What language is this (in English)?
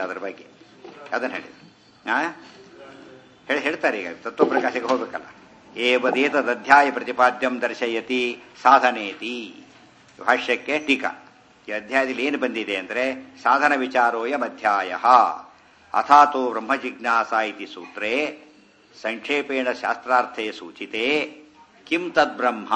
Kannada